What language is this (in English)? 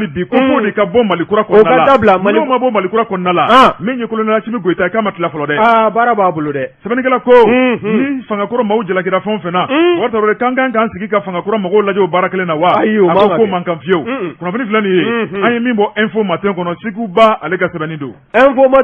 Bambara